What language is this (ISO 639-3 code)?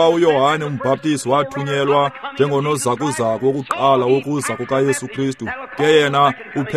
xho